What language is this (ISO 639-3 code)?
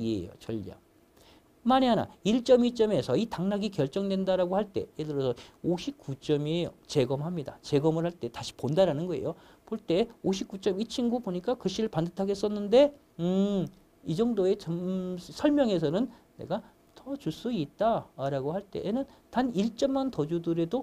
kor